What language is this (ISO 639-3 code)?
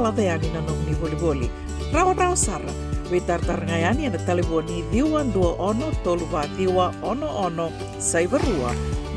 fij